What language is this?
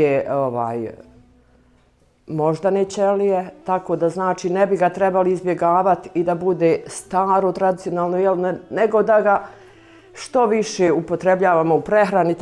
Bosnian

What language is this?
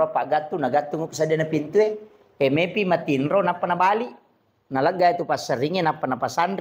Buginese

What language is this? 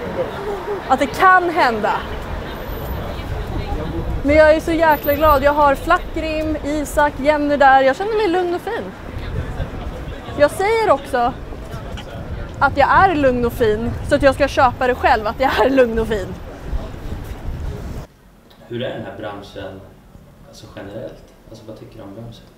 Swedish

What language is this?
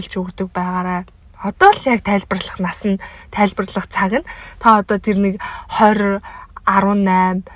Mongolian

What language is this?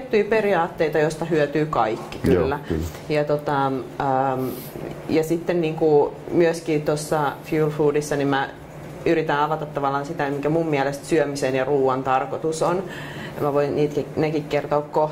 Finnish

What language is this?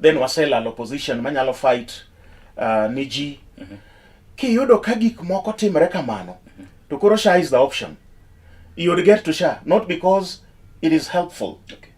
Luo (Kenya and Tanzania)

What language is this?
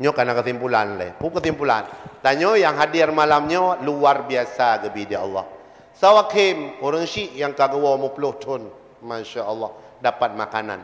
Achinese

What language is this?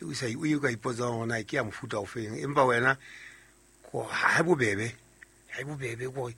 Southern Sotho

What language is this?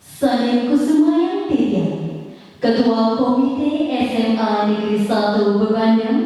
Balinese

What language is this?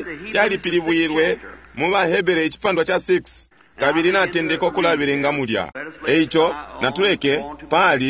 Bemba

